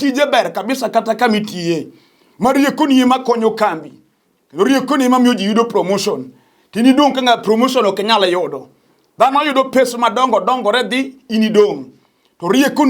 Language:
Luo (Kenya and Tanzania)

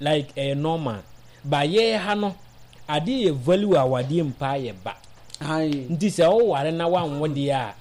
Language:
Akan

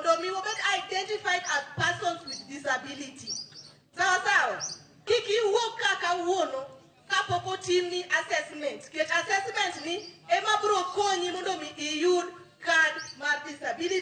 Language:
Luo (Kenya and Tanzania)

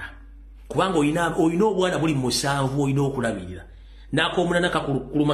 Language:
Ganda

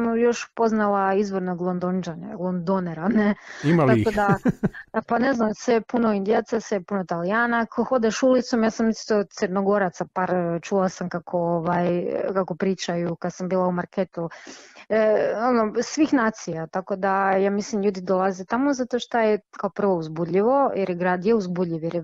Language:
Croatian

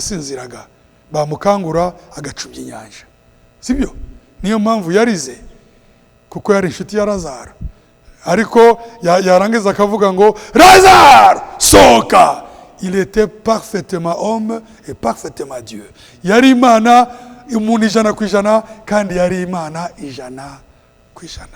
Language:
Kinyarwanda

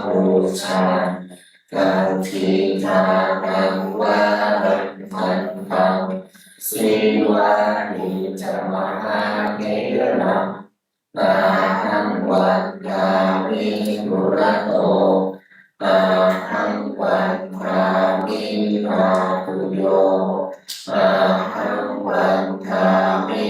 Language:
Pali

